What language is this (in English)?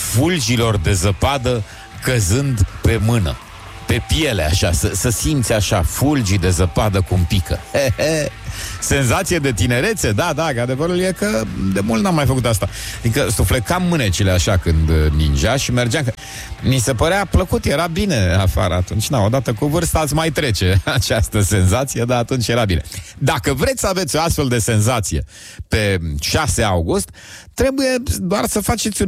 Romanian